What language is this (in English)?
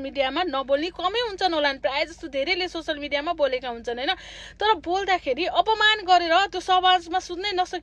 Nepali